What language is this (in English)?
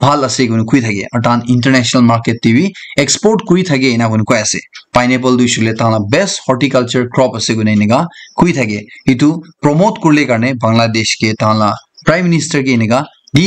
Naga Pidgin